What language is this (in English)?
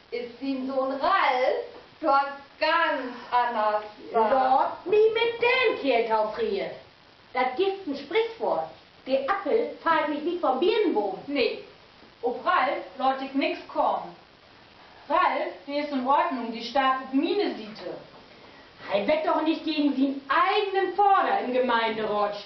Low German